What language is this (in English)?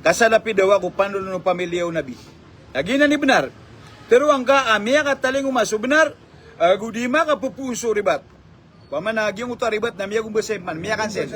Maranao